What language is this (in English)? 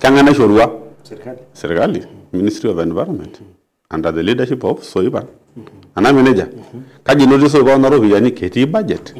Masai